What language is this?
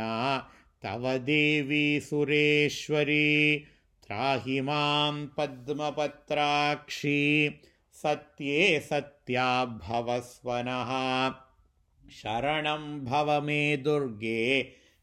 Sanskrit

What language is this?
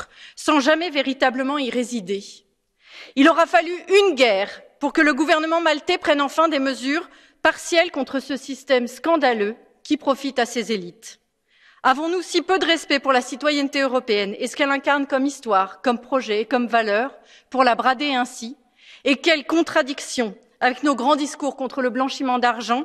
French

